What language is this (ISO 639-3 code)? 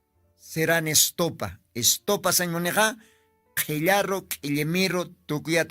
aym